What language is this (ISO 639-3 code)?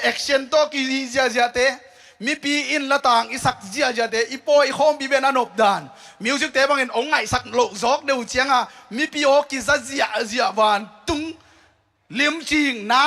ctd